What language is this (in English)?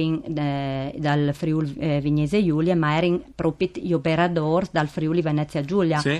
Friulian